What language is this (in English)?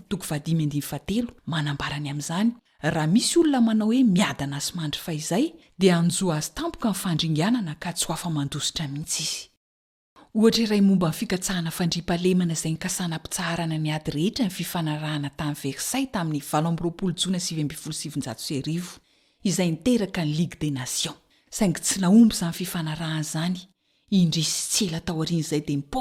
Malagasy